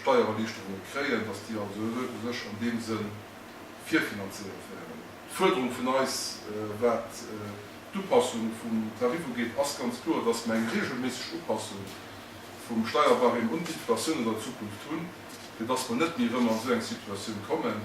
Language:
Luxembourgish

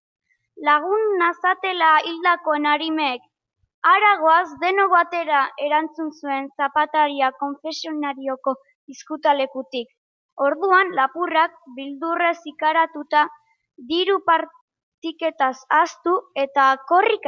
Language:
Basque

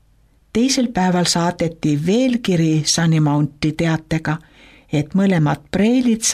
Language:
Estonian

